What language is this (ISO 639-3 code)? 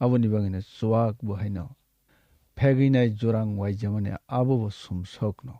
trp